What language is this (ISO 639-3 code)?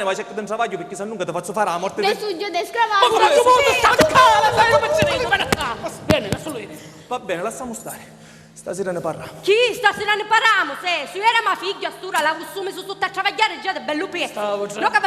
scn